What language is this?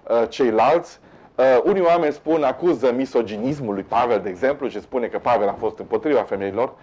Romanian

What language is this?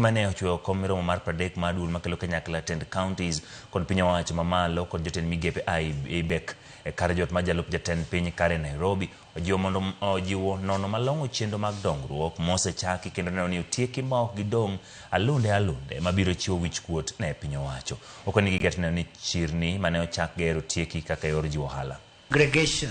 Luo (Kenya and Tanzania)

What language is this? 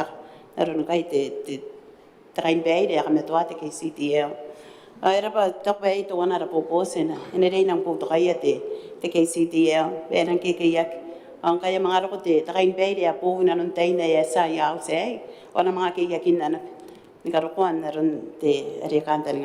Gilbertese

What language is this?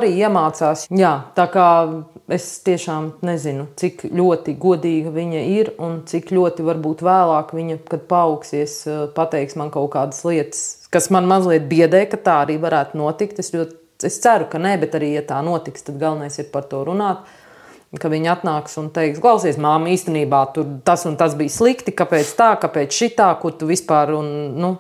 Latvian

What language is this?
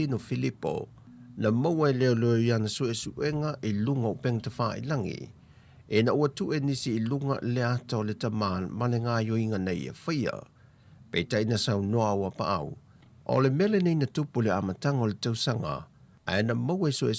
Samoan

